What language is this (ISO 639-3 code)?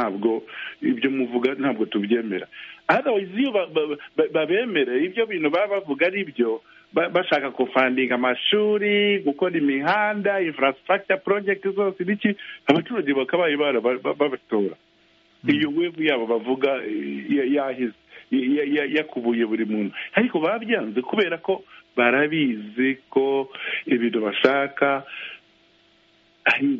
kin